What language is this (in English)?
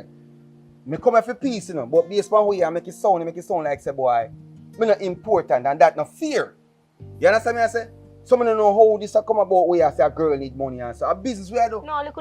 Jamaican Creole English